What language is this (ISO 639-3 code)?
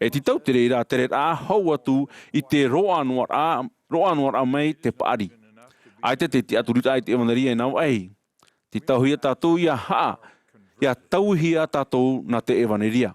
tah